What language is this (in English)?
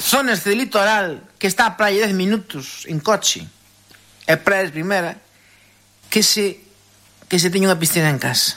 Galician